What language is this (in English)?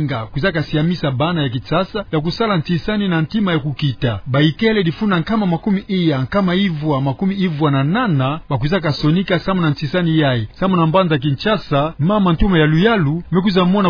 Kituba (Democratic Republic of Congo)